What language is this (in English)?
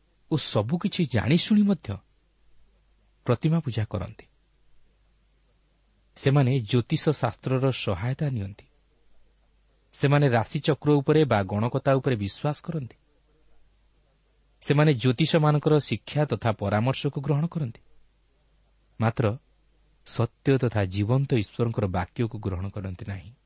Odia